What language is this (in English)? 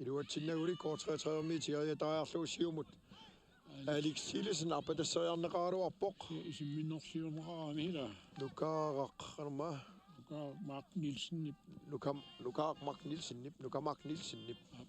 Kalaallisut